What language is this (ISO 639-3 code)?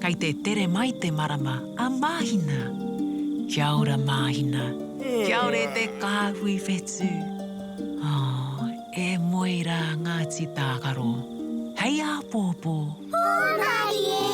mri